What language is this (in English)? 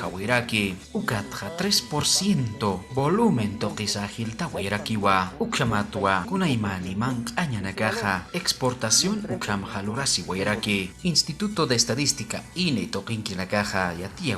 Aymara